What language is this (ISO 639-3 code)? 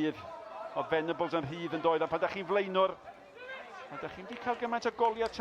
cym